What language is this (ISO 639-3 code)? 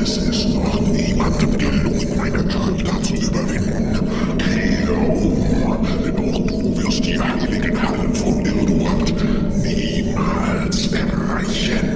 bar